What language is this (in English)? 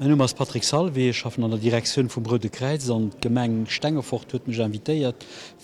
Luxembourgish